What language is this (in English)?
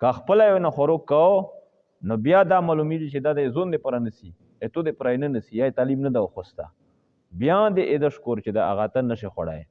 Pashto